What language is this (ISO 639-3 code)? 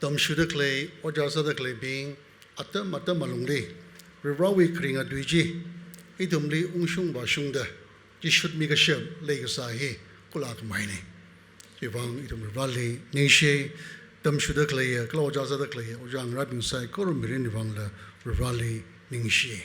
nmf